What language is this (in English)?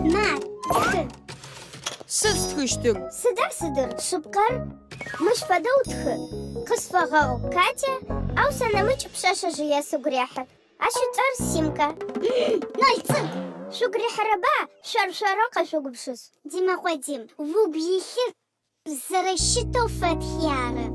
Adyghe